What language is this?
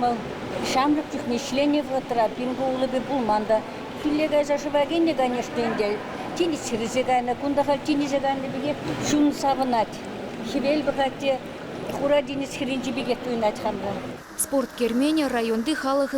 Chuvash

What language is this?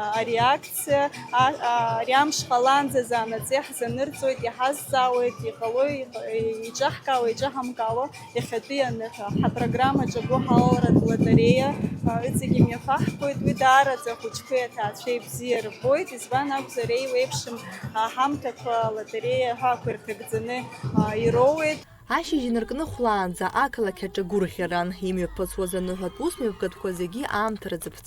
Abkhazian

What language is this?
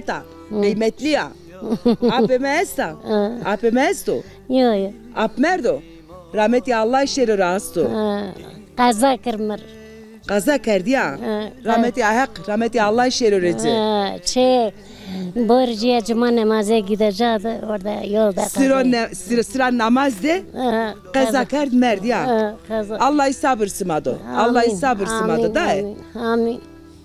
Zaza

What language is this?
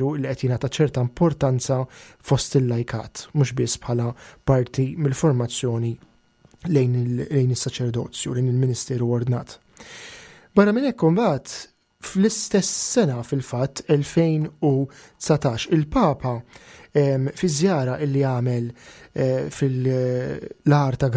Maltese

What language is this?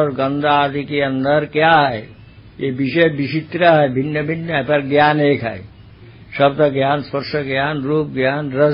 Hindi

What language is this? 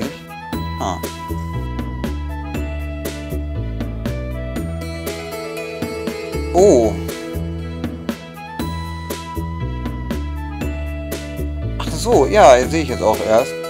German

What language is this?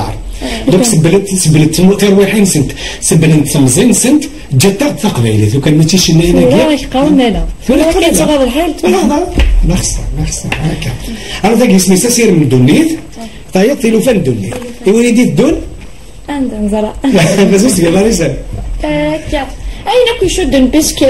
Kabyle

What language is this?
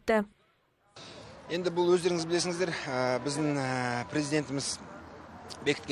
Kazakh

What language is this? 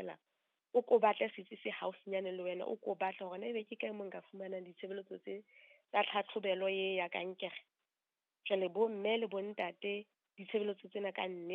Southern Sotho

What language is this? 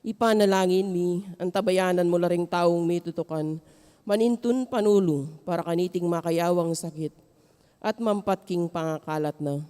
Pampanga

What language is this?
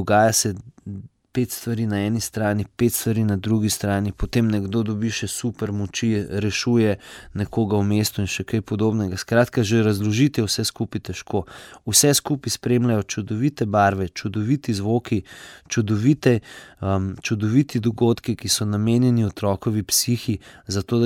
Slovenian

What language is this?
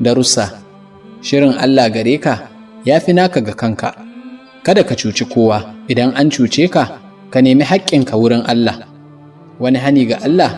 Hausa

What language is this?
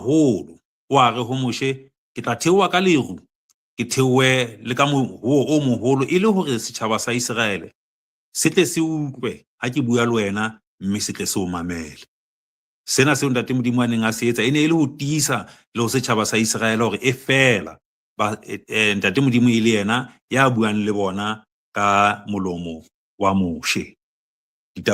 Southern Sotho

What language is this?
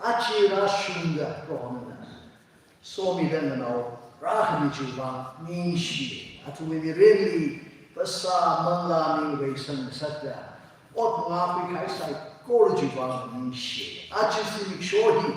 Tangkhul Naga (India)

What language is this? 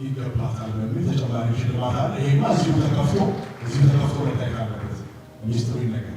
Amharic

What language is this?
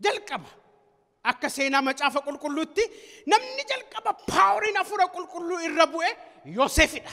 Oromo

